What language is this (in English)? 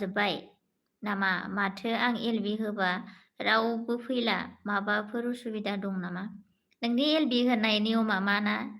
Bodo